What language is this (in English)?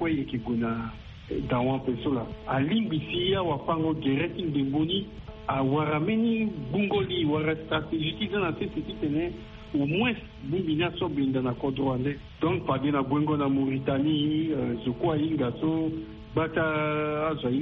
Sango